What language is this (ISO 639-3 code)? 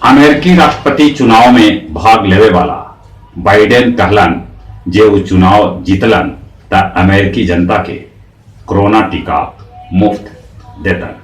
mag